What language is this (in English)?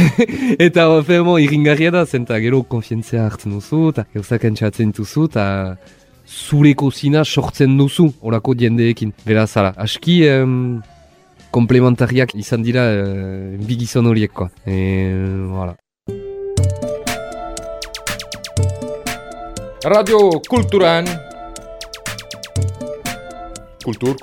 Basque